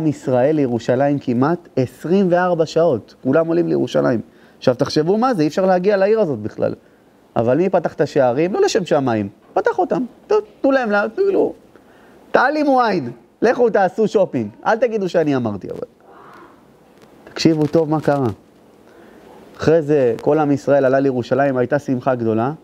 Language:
Hebrew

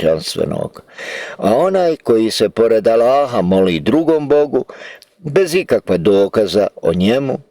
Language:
Bosnian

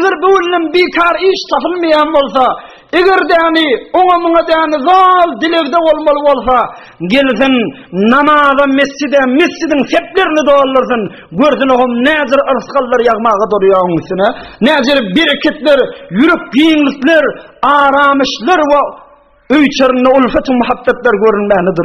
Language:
Turkmen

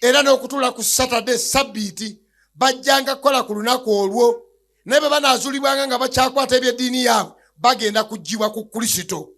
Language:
Ganda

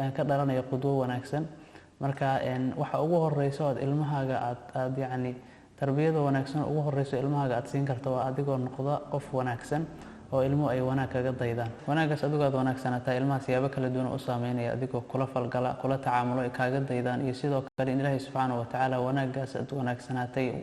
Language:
Somali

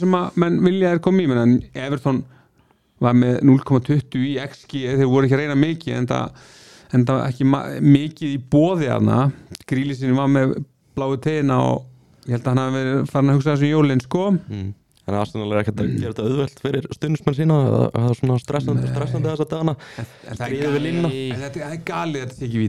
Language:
Icelandic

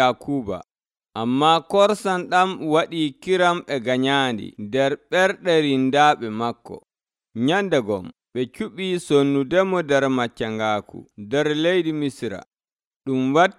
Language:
Nigerian Fulfulde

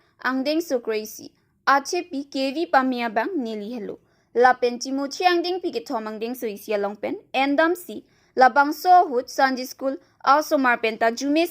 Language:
Karbi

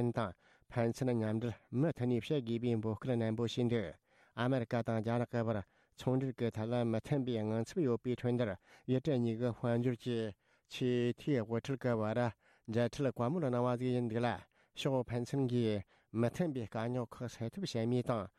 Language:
Tibetan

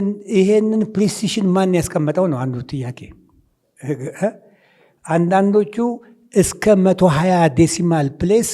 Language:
Amharic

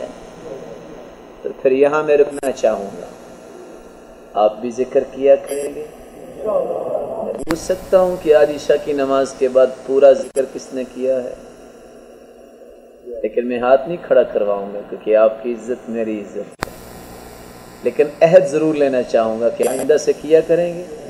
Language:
Urdu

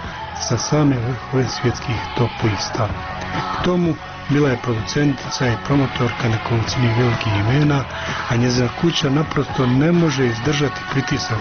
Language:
Croatian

